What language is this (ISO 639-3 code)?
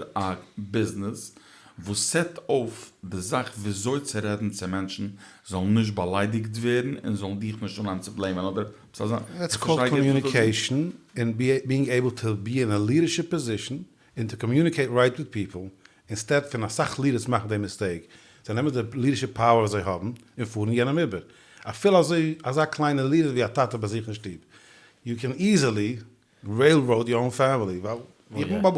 yid